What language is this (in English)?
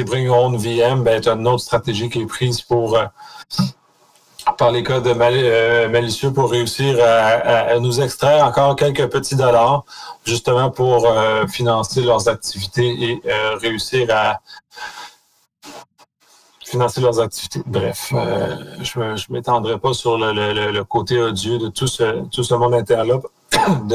French